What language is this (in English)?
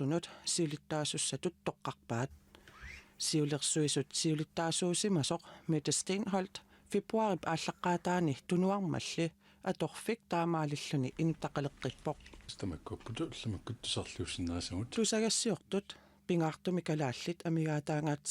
Kalaallisut